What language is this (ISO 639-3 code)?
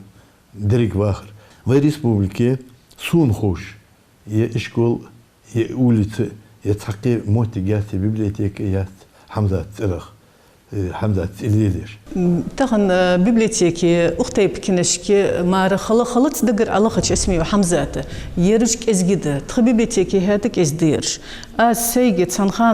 inh